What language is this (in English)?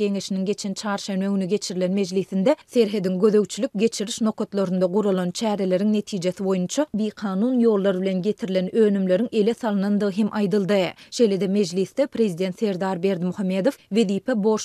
Turkmen